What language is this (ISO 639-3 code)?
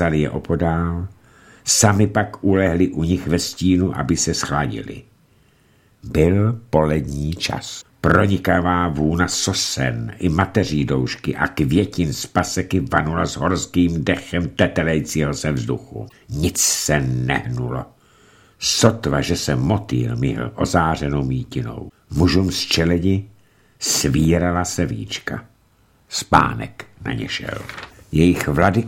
ces